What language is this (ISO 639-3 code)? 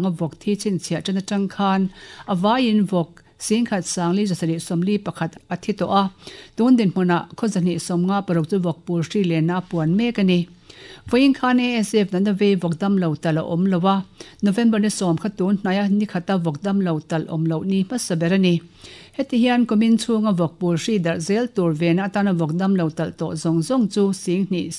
lus